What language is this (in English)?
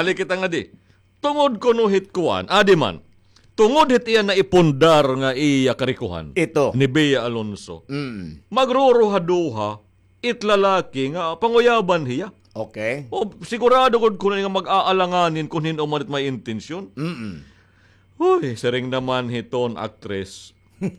Waray